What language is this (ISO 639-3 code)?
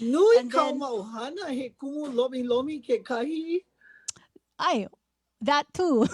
haw